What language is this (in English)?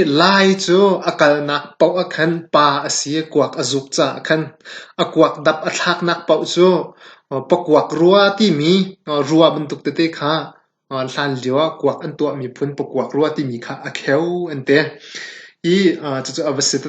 Hakha Chin